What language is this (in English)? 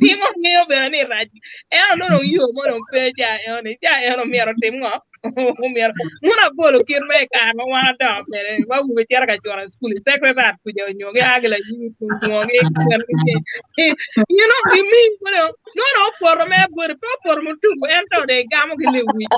Acoli